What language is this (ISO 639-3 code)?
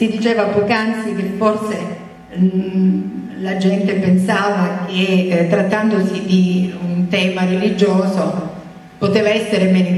ita